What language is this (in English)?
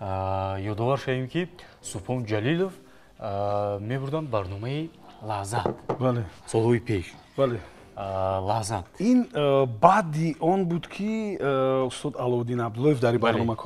Tajik